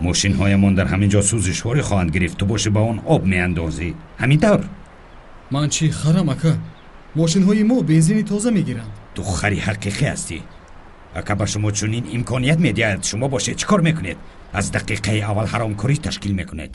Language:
Tajik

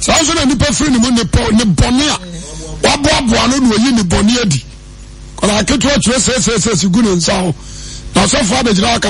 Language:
Akan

